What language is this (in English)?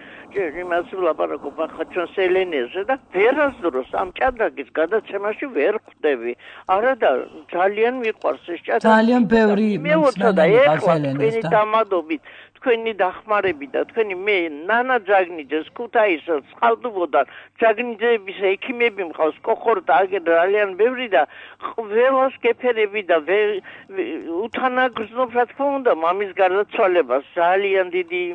Georgian